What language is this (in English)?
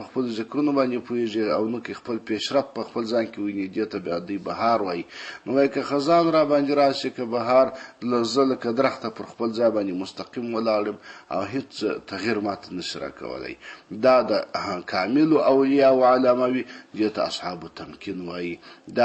Pashto